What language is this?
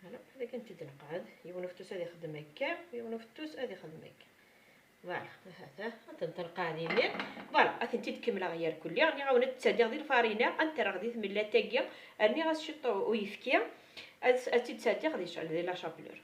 Kabyle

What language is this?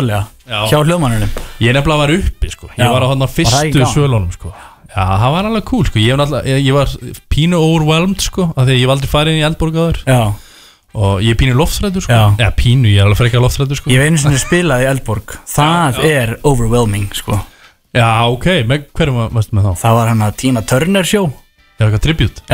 Icelandic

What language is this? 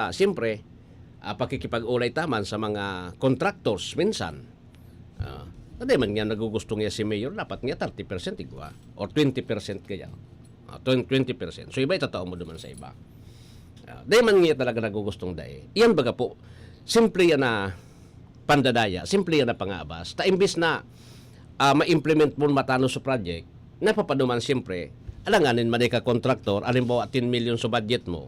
Bikol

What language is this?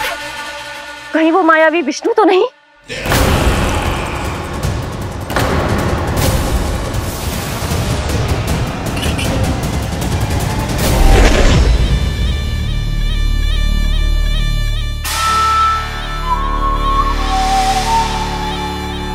Hindi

